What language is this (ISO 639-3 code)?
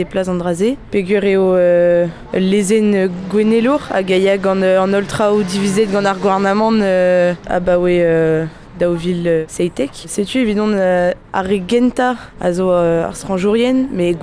bre